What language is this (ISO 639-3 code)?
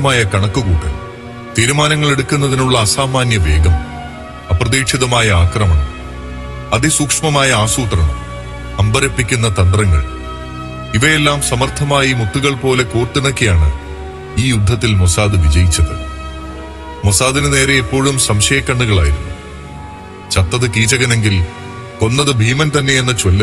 mal